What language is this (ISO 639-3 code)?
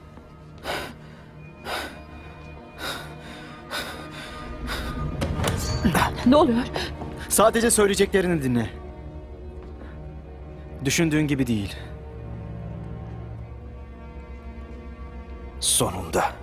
tur